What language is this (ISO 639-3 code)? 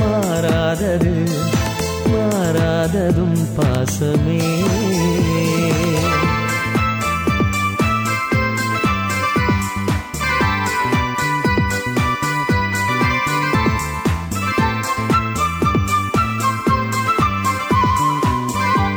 tam